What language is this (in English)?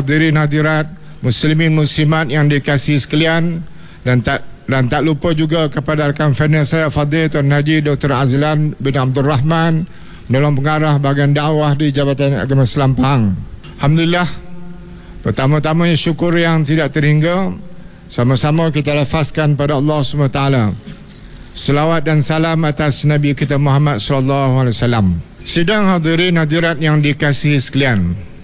Malay